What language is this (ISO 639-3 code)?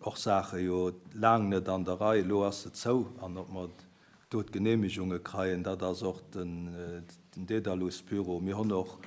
ltz